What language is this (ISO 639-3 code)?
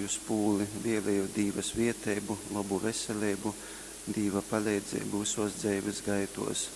ltg